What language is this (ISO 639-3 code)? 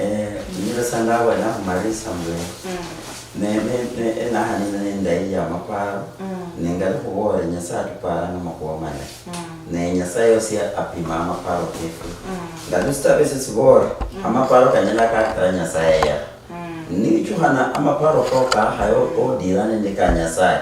luy